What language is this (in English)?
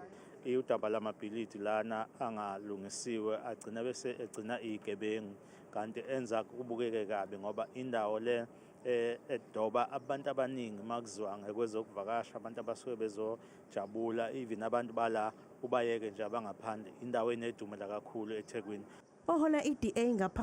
Zulu